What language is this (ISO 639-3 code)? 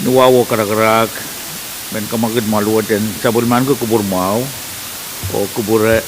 pon